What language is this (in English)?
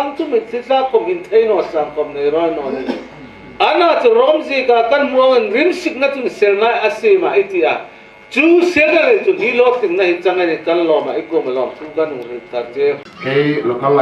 Hmar